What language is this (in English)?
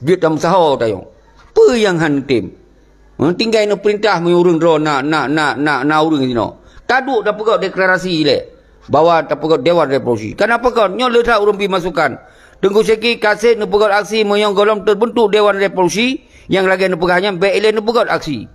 Achinese